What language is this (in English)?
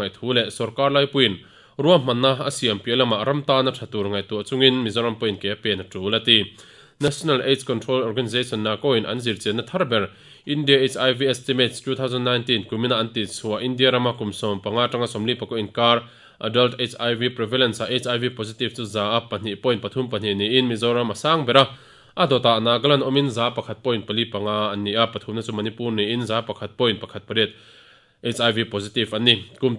Mizo